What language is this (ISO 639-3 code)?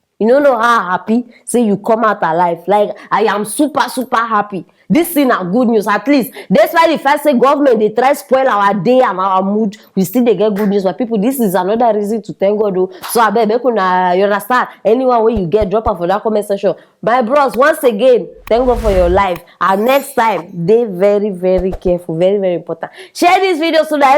pcm